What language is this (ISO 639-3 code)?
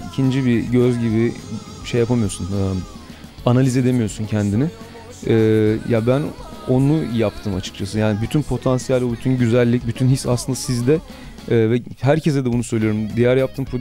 tur